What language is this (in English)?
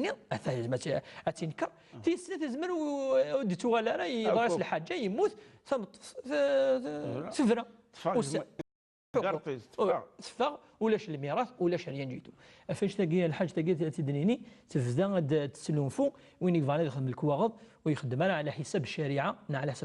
Kabyle